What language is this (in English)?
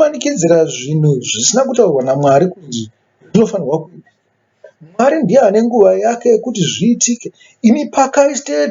Shona